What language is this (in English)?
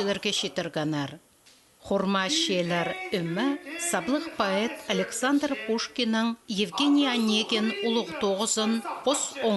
Khakas